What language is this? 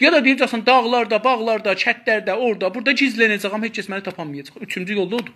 South Azerbaijani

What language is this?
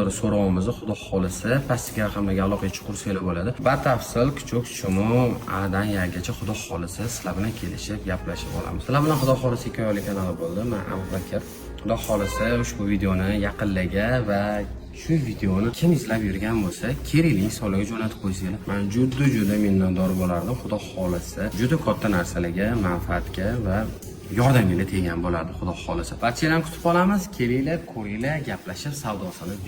Uzbek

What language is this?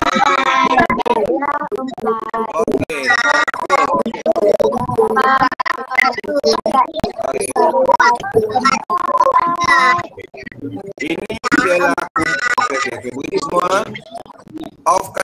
Malay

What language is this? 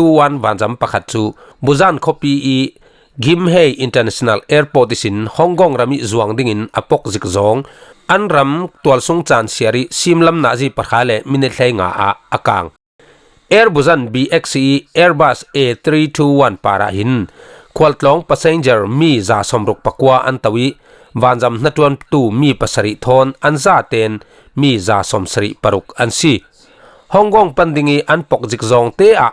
Falam Chin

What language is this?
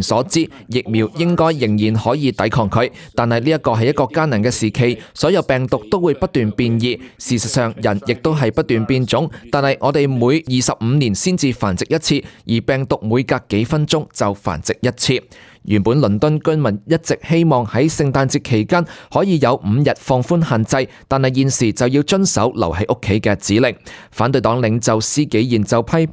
Cantonese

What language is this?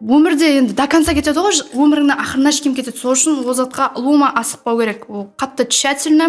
Kara-Kalpak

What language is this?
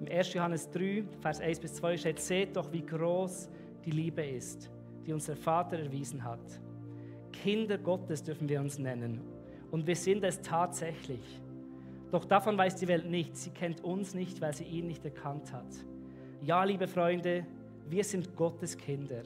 Swiss German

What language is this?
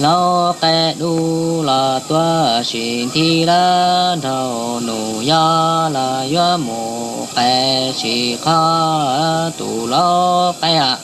Hmong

